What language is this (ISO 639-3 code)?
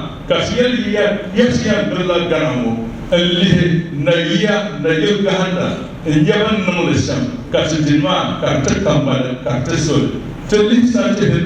dag